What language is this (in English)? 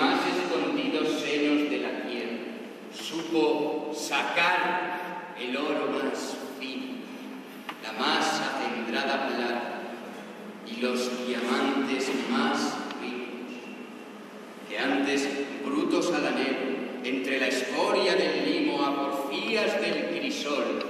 Spanish